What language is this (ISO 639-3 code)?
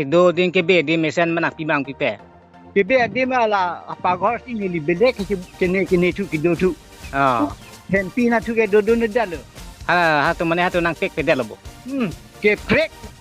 mjw